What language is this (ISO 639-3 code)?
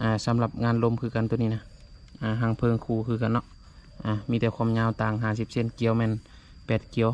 lao